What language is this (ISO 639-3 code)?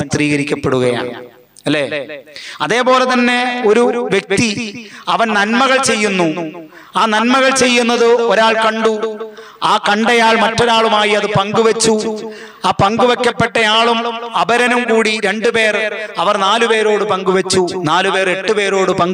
mal